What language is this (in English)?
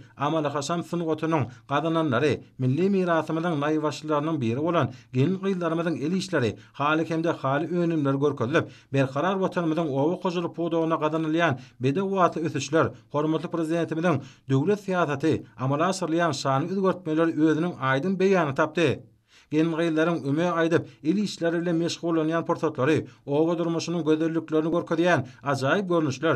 Turkmen